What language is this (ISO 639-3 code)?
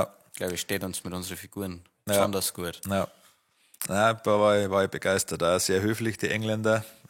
bar